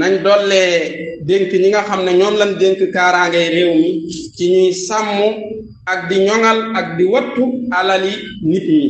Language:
Wolof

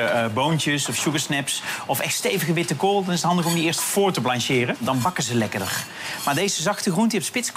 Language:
Dutch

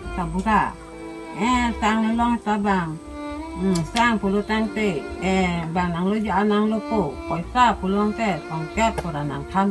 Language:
Karbi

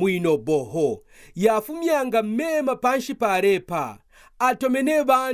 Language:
Kaonde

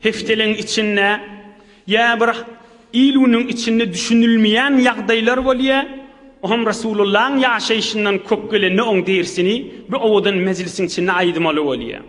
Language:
Turkmen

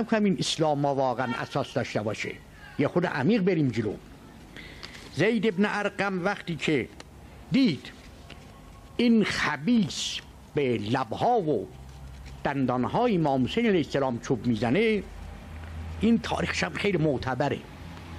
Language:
Persian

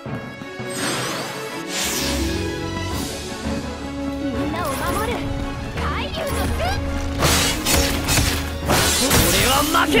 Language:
Japanese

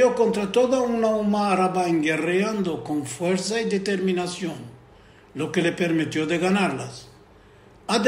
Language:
Ladino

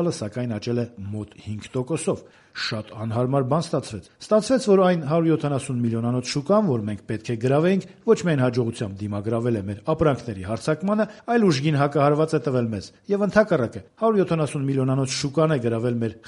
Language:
Armenian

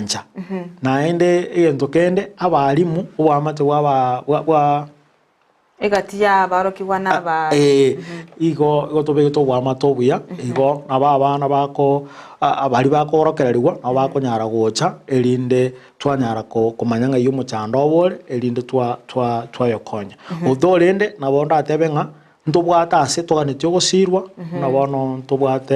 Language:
Gusii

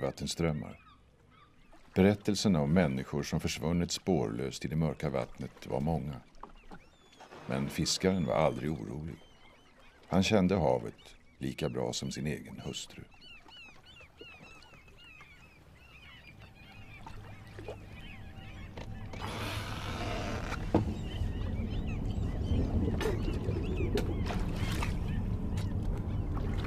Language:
Swedish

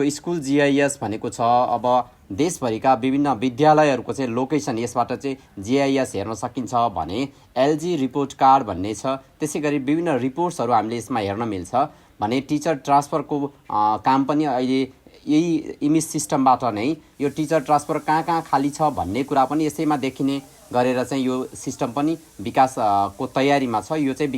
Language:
Nepali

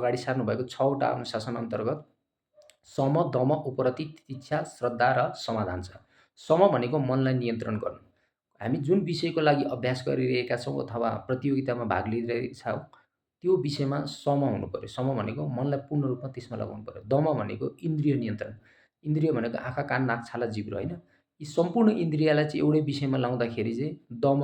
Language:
Nepali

